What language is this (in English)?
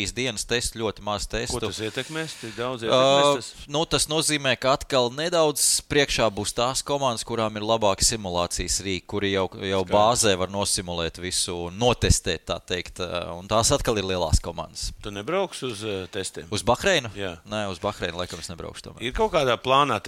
Latvian